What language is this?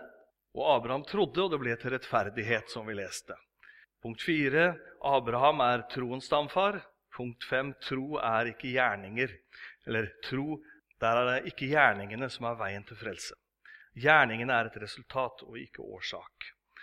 Norwegian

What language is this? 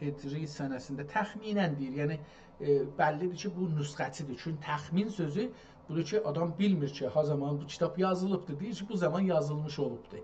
South Azerbaijani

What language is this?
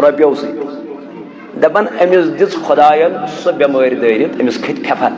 Kashmiri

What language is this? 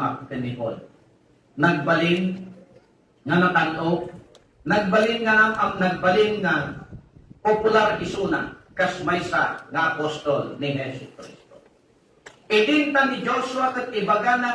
Iloko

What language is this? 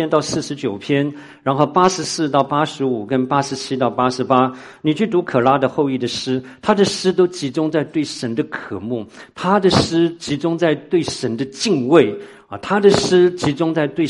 Chinese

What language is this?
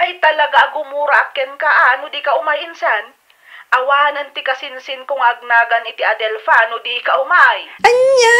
Iloko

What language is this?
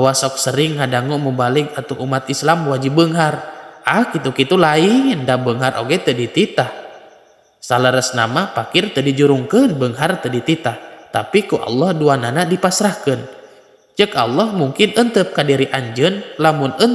Sundanese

